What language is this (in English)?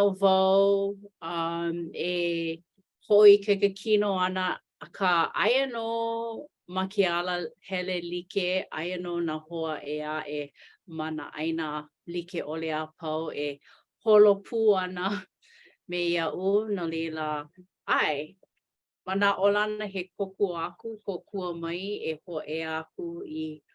Hawaiian